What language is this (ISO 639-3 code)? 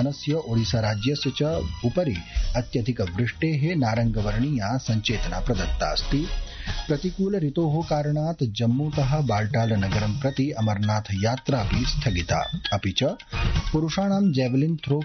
san